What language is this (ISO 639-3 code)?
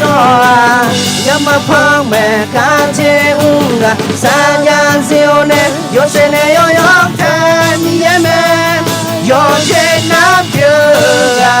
ahk